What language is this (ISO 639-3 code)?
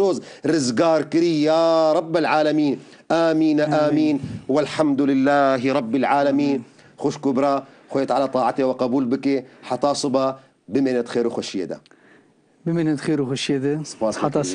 kur